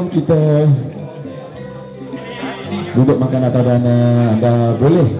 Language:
Malay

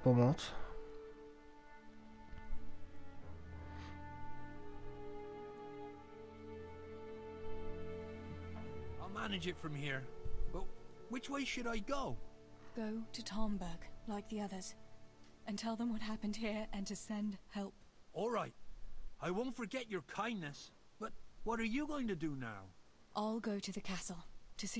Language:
Czech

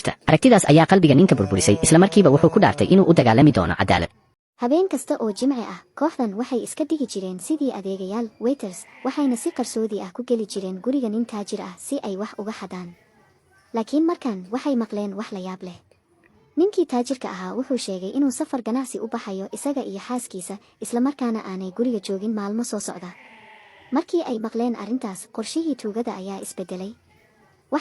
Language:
Somali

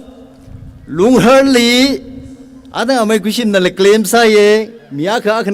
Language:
Tangkhul Naga (India)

